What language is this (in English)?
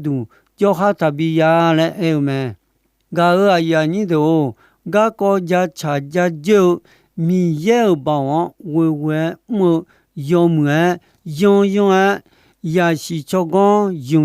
Akha